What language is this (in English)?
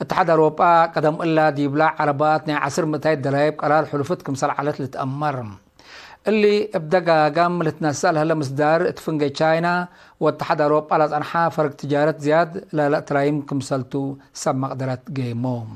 Tigre